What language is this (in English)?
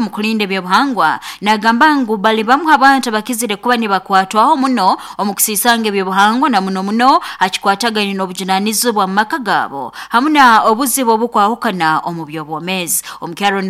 Nyoro